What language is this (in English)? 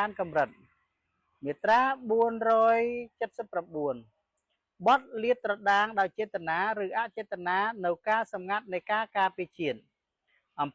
Khmer